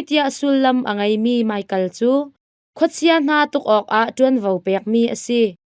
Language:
Hakha Chin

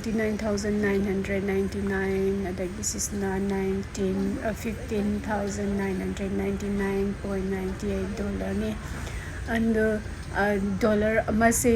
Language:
Manipuri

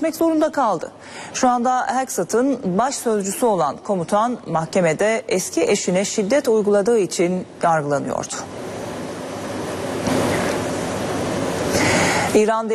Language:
Turkish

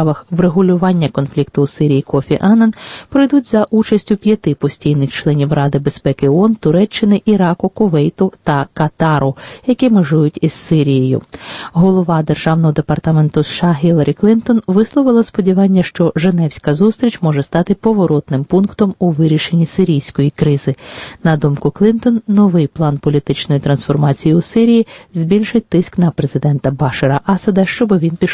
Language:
Ukrainian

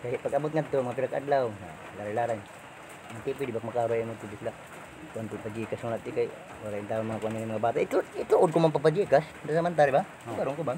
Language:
Waray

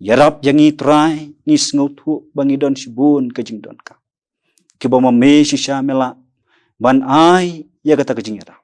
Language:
Khasi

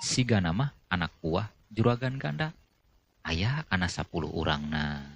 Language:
Sundanese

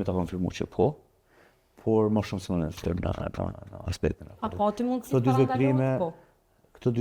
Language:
Albanian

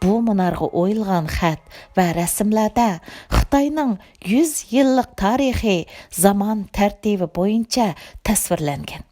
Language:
Uyghur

